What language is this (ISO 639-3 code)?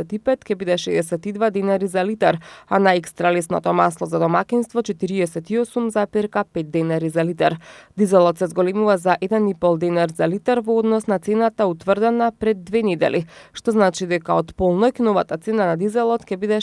mkd